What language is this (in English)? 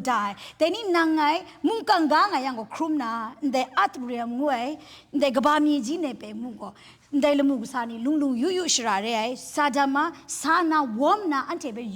Kachin